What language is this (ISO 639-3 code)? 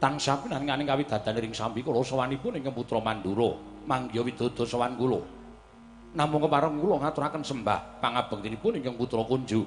jav